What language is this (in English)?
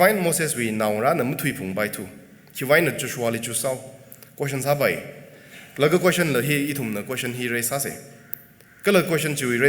Tangkhul Naga (India)